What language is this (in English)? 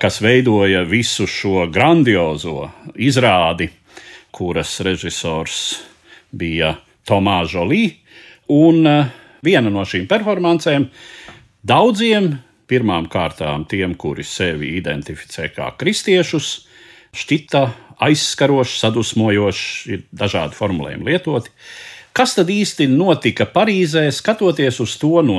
Latvian